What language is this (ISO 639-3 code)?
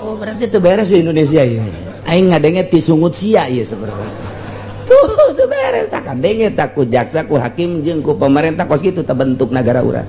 sun